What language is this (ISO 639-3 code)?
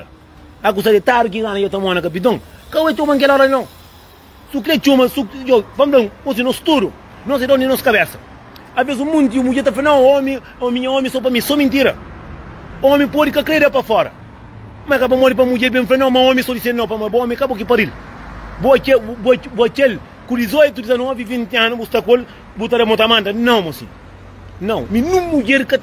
kea